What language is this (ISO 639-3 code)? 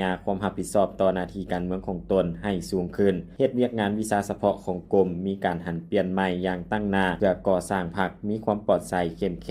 lao